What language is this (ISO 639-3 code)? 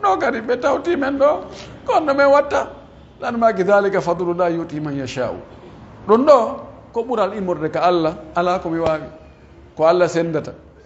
fuf